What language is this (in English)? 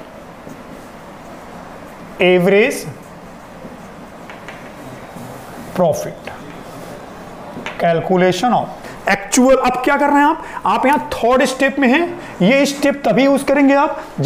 Hindi